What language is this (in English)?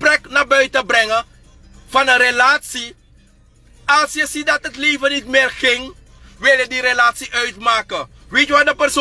Sranan Tongo